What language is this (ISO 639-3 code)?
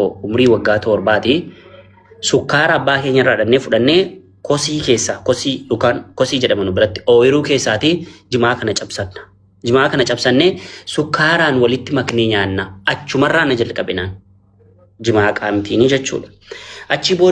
orm